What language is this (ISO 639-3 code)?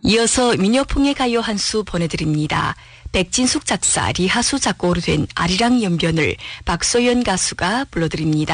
kor